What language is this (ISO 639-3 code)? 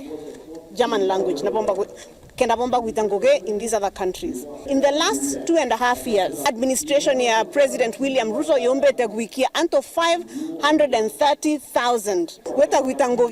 mer